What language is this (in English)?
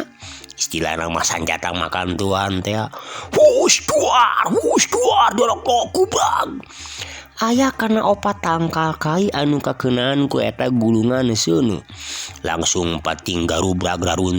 Sundanese